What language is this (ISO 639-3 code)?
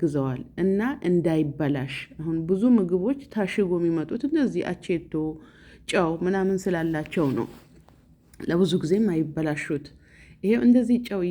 amh